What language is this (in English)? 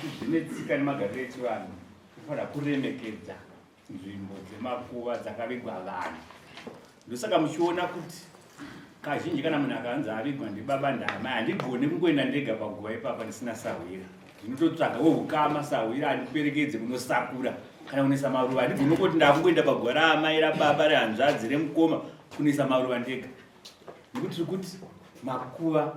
Shona